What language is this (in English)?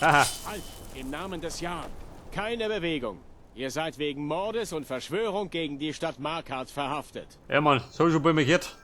Bavarian